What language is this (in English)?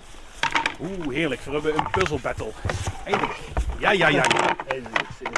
Limburgish